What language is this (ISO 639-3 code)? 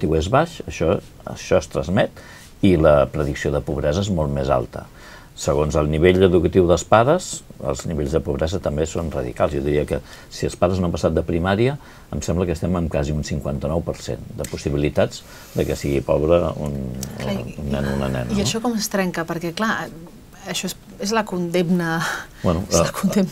cat